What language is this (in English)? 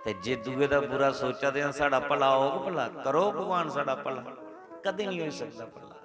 Dogri